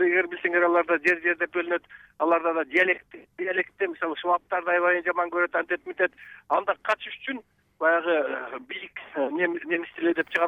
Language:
Kyrgyz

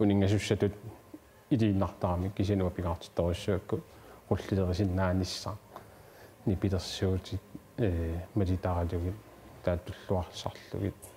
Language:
Kalaallisut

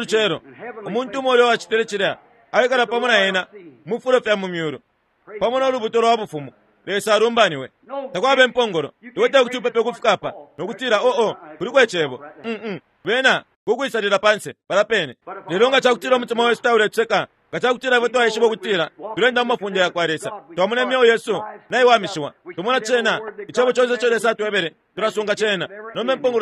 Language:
Bemba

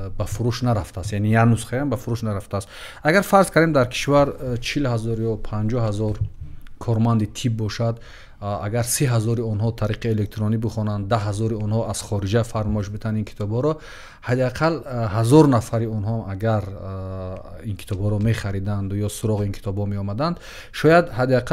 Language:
Tajik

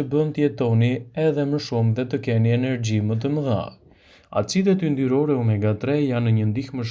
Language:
Albanian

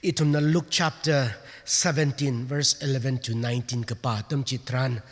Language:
Tangkhul Naga (India)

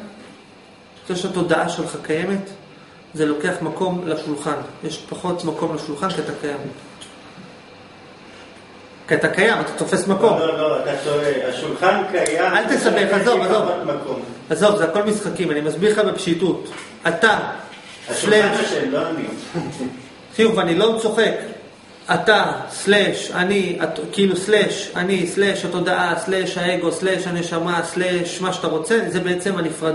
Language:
Hebrew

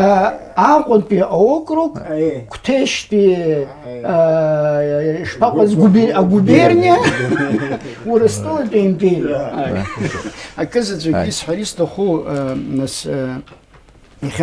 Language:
Abkhazian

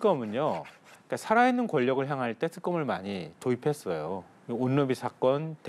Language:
Korean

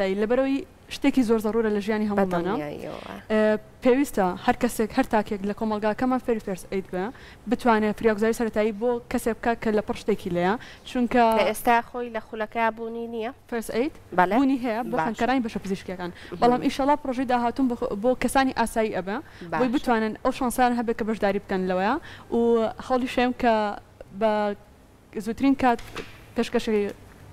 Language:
Central Kurdish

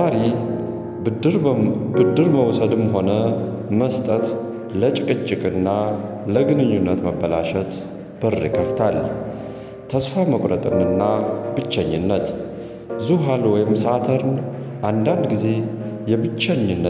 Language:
Amharic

